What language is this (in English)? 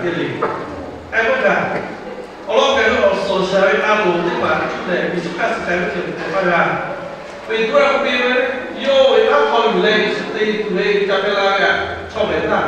Lahu